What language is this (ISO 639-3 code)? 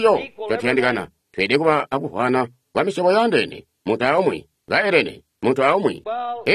toi